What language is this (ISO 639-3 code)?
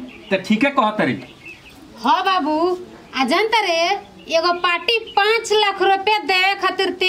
bho